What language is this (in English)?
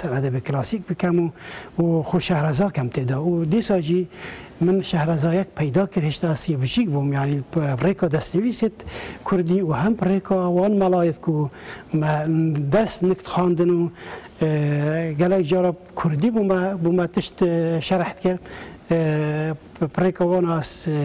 Kurdish